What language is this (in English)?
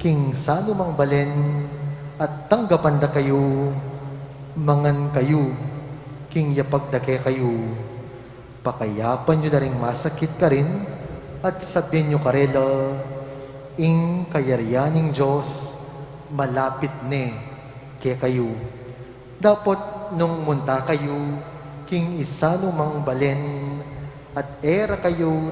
Pampanga